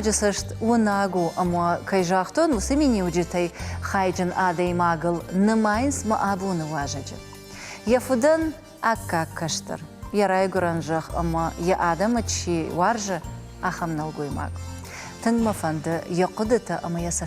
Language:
Ossetic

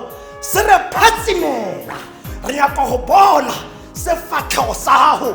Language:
Tswana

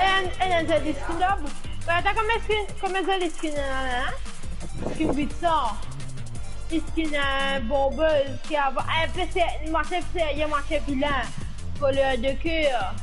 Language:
Morisyen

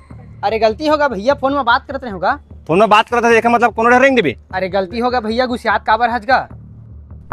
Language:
Chhattisgarhi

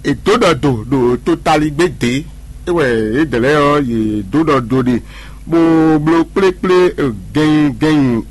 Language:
Fon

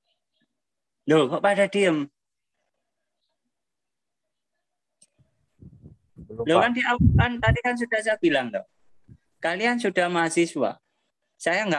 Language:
Indonesian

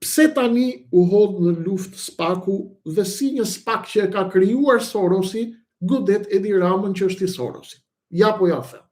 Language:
Albanian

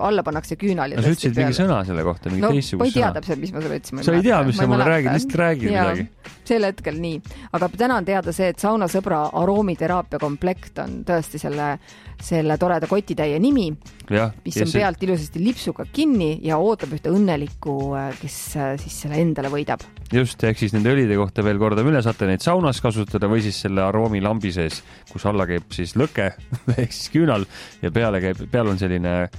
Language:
Estonian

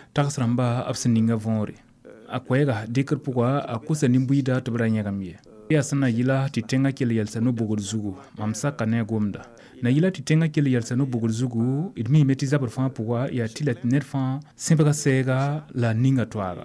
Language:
Mossi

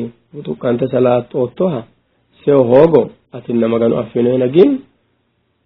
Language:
Sidamo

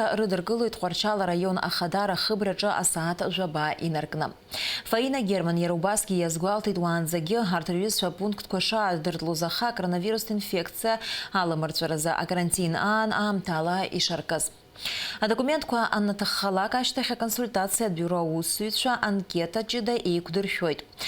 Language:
Abkhazian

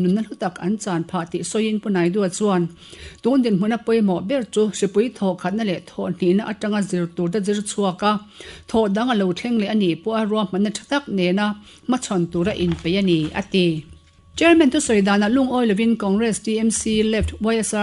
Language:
Mizo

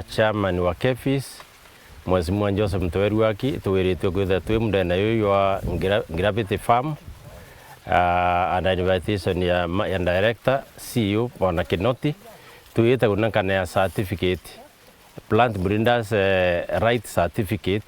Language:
Meru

